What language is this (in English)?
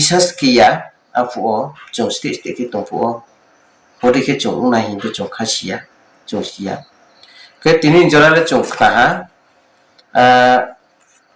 Riang (India)